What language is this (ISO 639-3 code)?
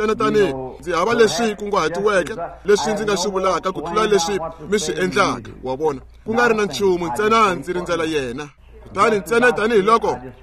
tso